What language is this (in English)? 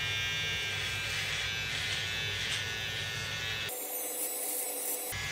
Finnish